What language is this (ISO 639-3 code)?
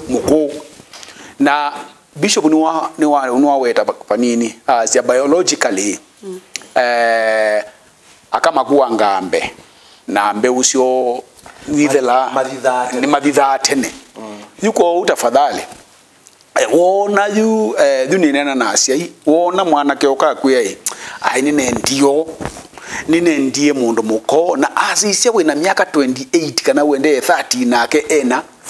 kam